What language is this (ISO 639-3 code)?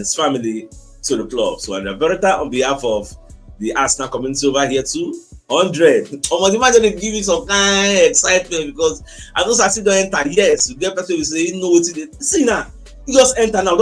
pcm